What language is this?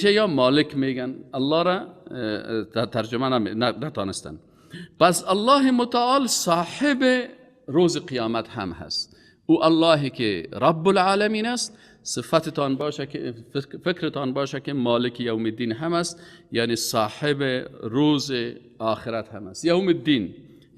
Persian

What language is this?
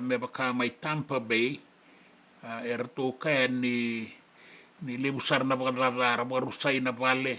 Fijian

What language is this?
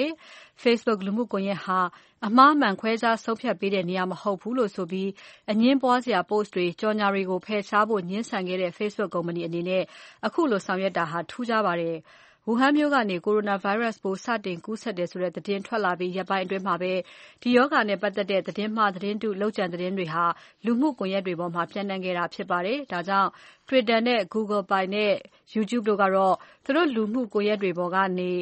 Burmese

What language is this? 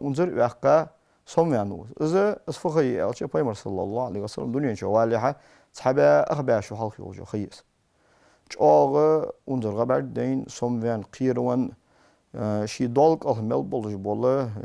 Ingush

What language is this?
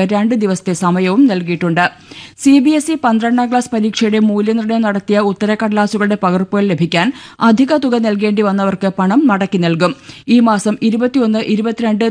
Malayalam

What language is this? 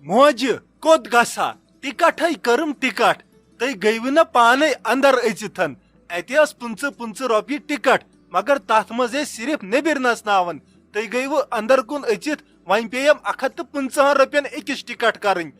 Kashmiri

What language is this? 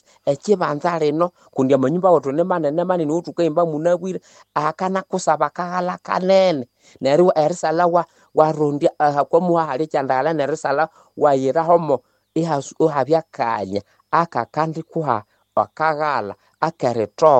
Nande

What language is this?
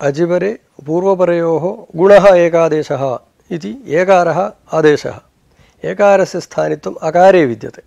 Sanskrit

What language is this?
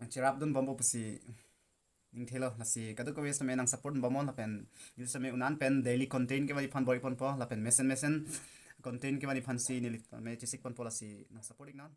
Karbi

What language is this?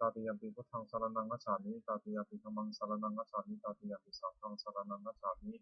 Pali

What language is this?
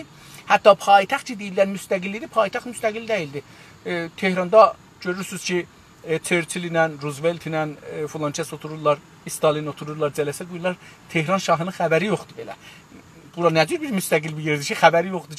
South Azerbaijani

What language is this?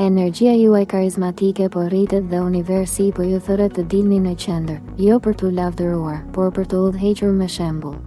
Albanian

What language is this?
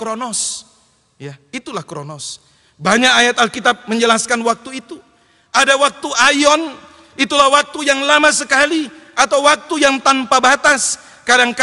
Indonesian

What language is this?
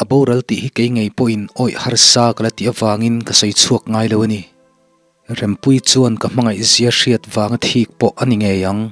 Mizo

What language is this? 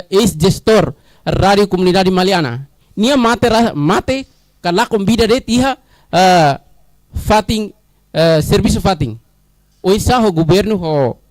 Tetum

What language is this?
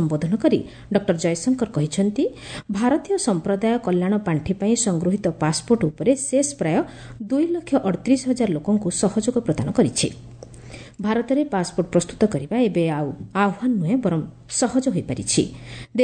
Odia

